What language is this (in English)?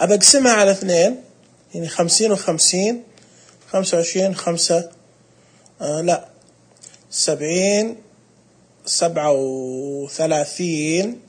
Najdi Arabic